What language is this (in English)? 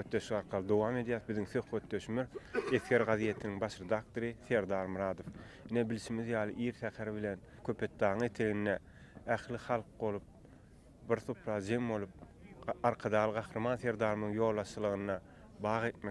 Turkmen